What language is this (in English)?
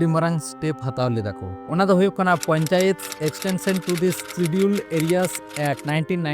Santali